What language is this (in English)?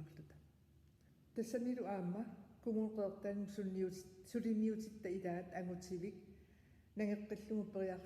Kalaallisut